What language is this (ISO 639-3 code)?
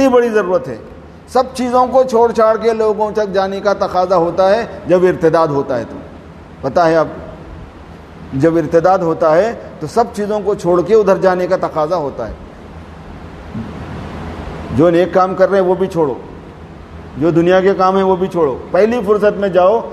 urd